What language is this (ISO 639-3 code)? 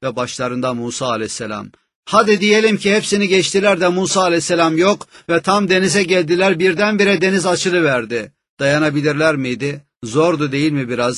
tur